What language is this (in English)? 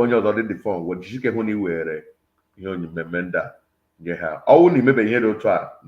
Igbo